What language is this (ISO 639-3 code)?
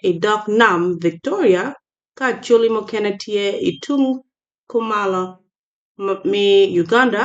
ach